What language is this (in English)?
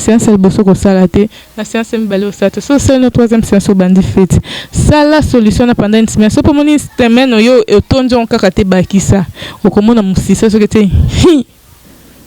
Lingala